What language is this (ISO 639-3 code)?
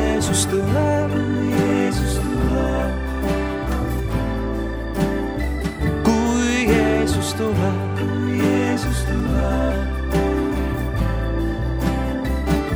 est